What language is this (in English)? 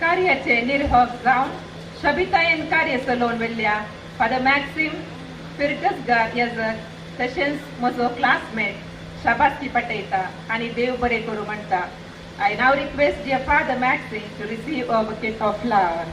Konkani